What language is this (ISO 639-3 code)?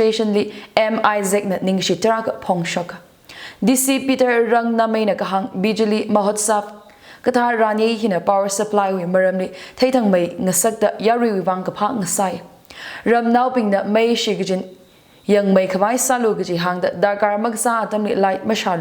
nmf